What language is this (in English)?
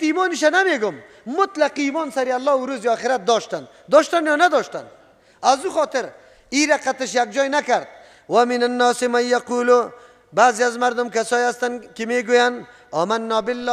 Persian